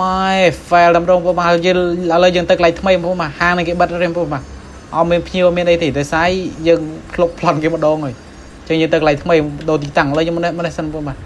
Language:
Khmer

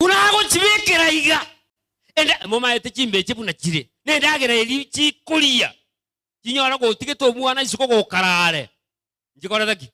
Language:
Gusii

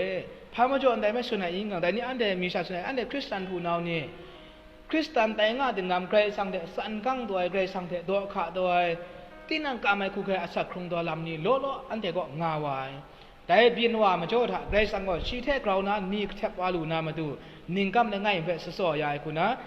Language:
Kachin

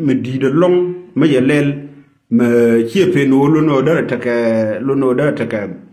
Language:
Nuer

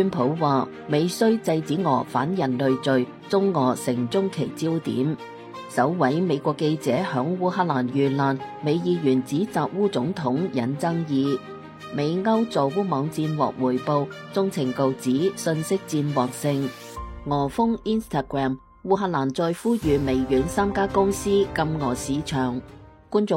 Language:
Cantonese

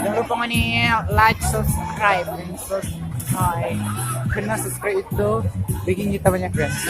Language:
Manado Malay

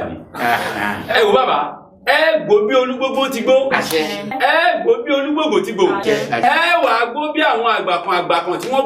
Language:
Yoruba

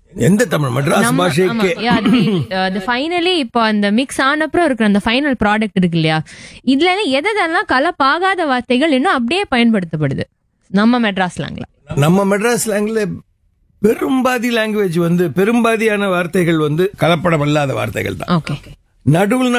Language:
Tamil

